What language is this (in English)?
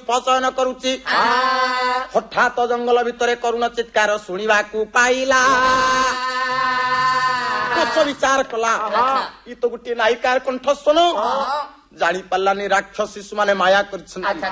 Odia